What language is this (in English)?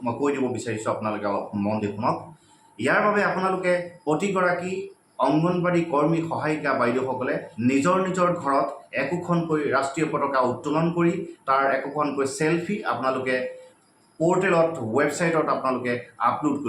Assamese